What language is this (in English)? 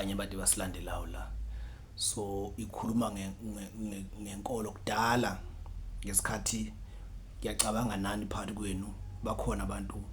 Zulu